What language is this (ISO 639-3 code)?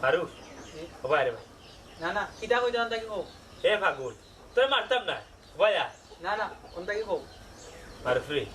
syl